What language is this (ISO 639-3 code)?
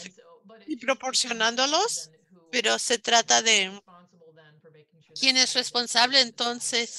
spa